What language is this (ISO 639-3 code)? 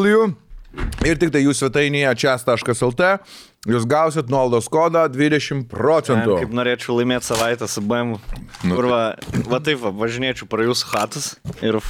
lit